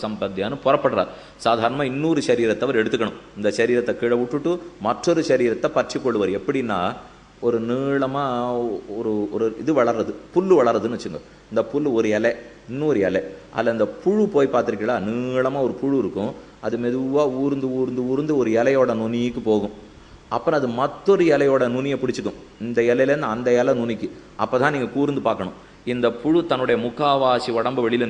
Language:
Tamil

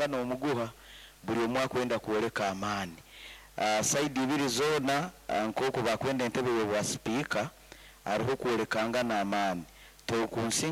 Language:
Nyoro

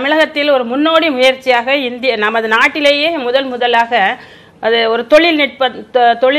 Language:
Tamil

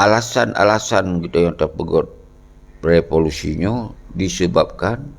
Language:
Achinese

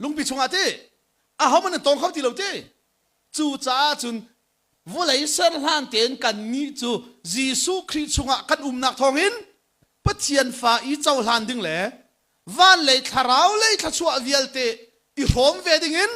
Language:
Hakha Chin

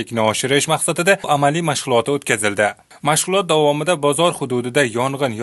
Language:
Uzbek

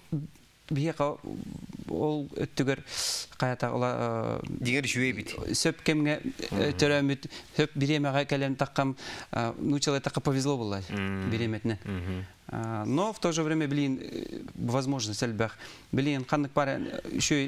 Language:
Yakut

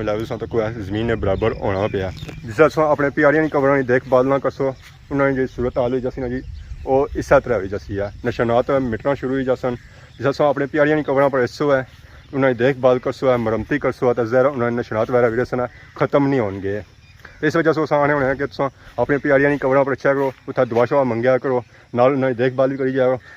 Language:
Pahari-Potwari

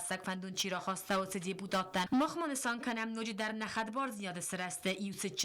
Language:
Ossetic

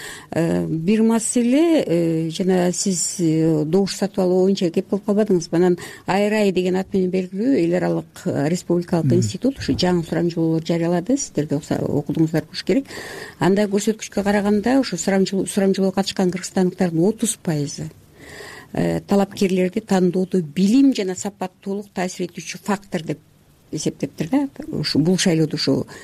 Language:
Kyrgyz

